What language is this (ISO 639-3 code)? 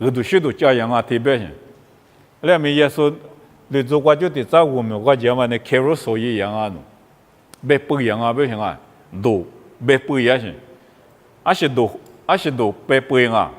lis